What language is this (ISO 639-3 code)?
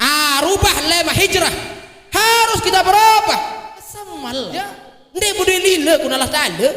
sas